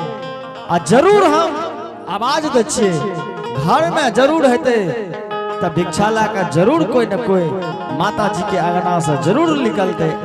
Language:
Angika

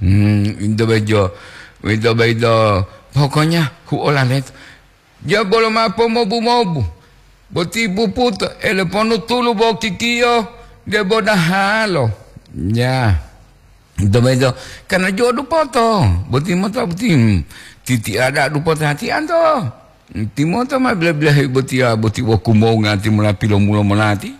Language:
Gorontalo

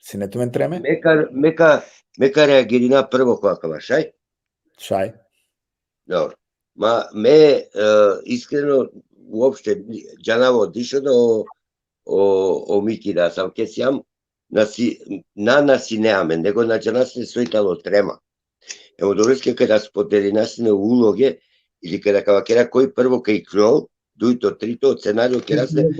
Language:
Balkan Romani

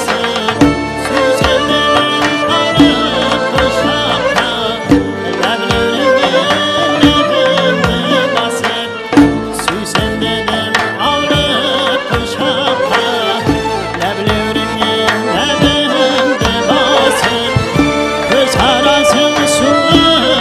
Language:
Kara-Kalpak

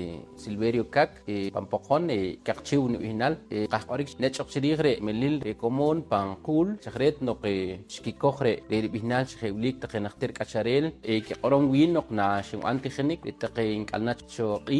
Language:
Poqomchi'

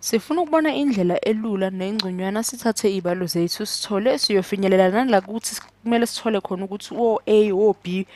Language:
Zulu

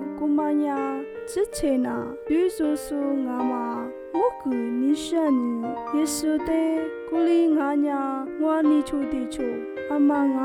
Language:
Lisu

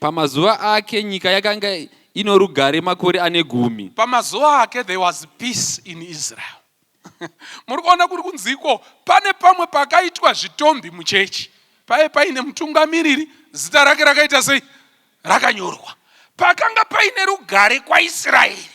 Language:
Shona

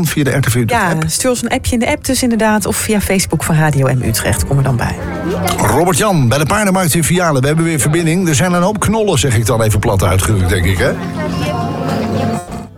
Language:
Dutch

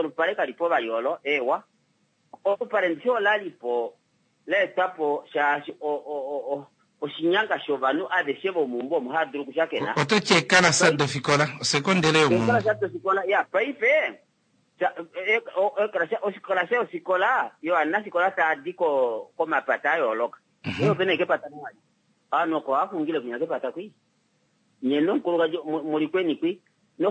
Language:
Kuanyama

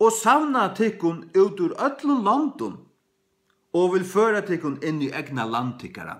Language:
Faroese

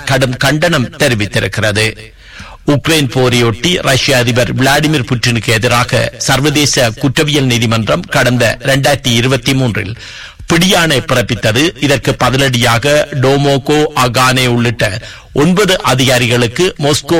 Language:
Tamil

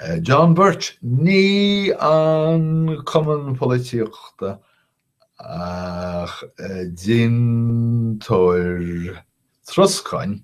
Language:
Irish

